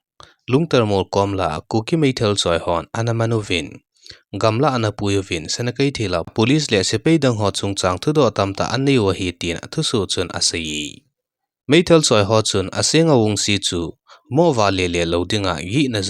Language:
Thado Chin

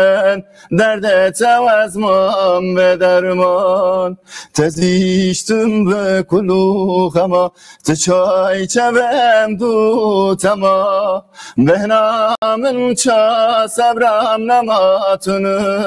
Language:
Kurdish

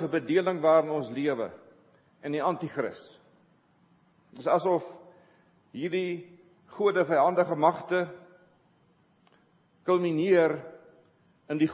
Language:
Afrikaans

